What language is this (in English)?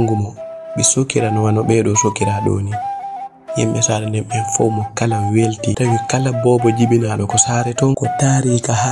Fula